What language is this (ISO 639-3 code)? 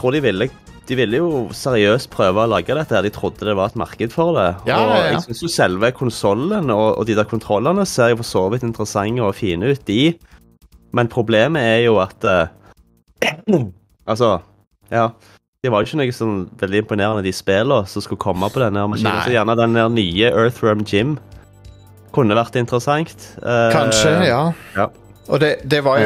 nor